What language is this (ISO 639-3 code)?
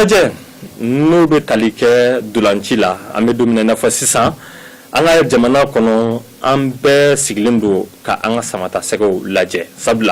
bam